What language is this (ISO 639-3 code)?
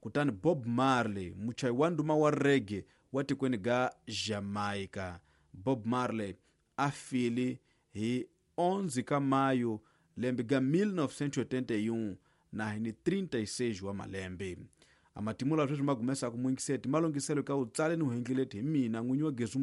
tso